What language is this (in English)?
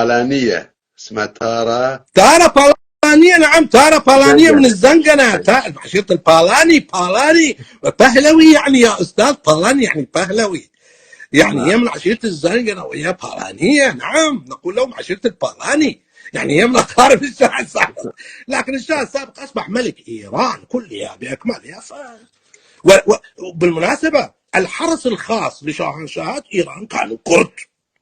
North Levantine Arabic